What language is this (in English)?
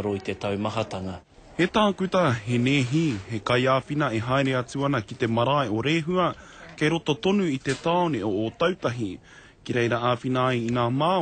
Māori